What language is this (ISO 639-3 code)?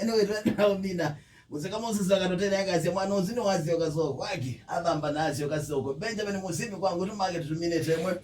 kam